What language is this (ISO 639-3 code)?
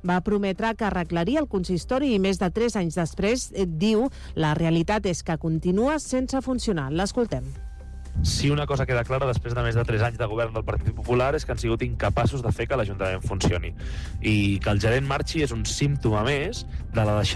cat